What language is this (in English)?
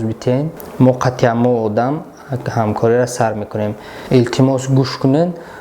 Tajik